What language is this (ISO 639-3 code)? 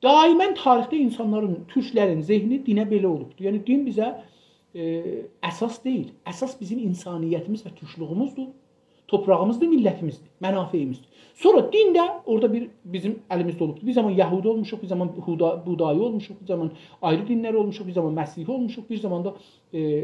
azb